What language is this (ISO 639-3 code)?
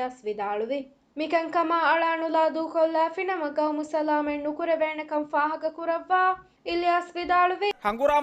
div